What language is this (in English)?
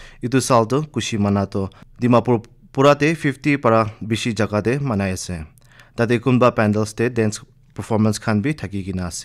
Naga Pidgin